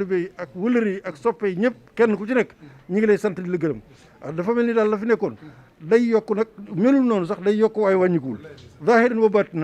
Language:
Wolof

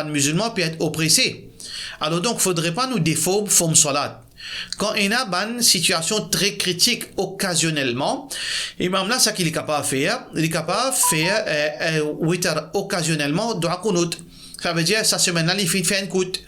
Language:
Morisyen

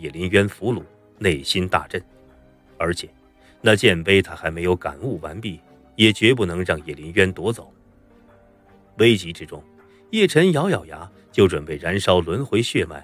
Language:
Chinese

